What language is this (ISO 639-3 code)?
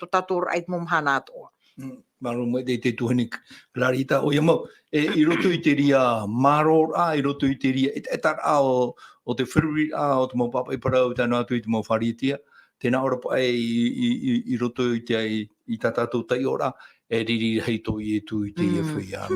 tah